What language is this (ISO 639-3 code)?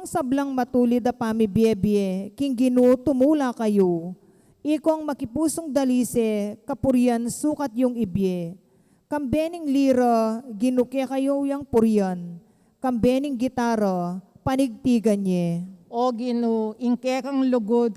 pam